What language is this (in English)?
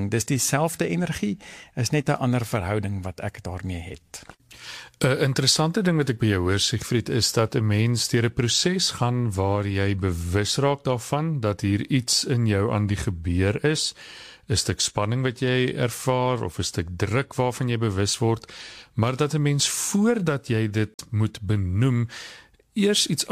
Afrikaans